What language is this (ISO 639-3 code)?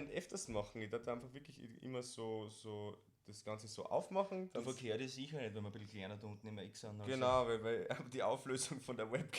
bar